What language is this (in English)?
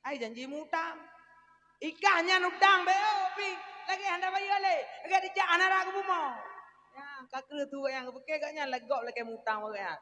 Achinese